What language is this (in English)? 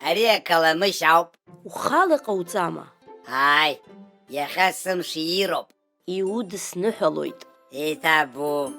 Abkhazian